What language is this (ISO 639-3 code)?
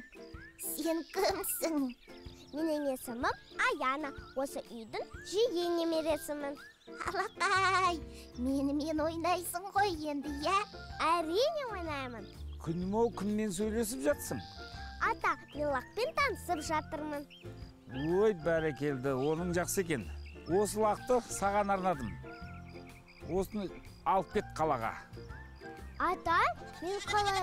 kaz